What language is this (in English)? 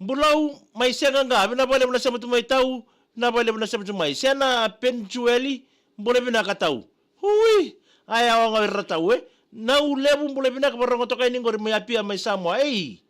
Fijian